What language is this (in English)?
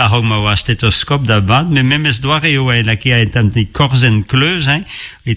Breton